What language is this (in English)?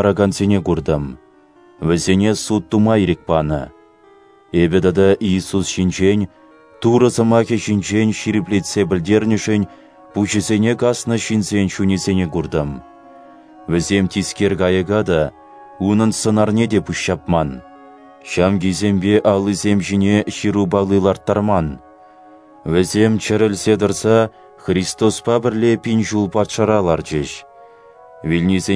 Chuvash